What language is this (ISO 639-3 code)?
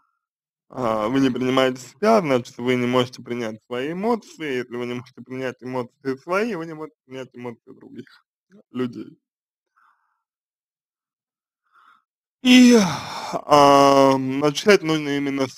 rus